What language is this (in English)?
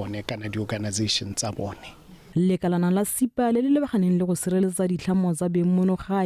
Tswana